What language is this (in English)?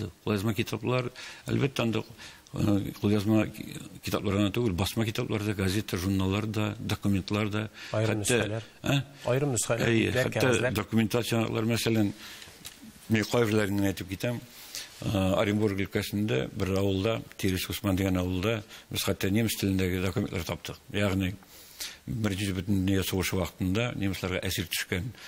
Tatar